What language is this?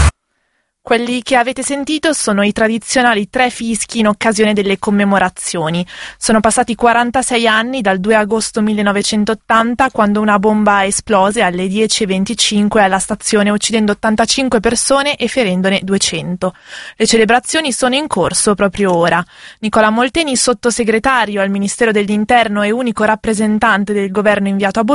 Italian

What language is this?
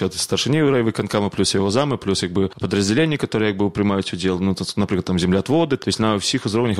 Belarusian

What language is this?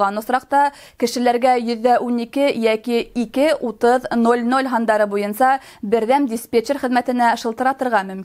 Bashkir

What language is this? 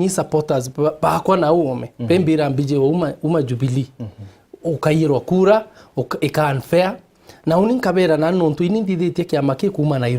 Meru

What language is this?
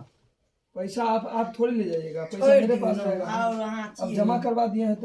Maithili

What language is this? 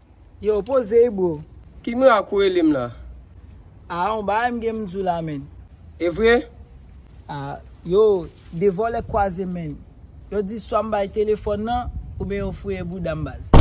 Haitian Creole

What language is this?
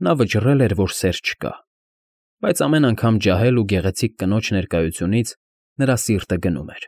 Armenian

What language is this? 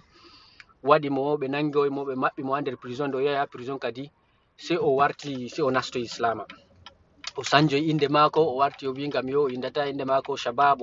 Fula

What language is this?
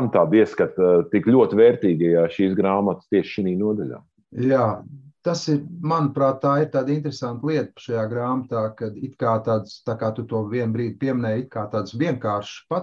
Latvian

